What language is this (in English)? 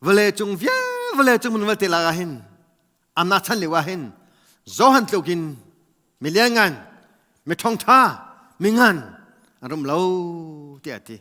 Hakha Chin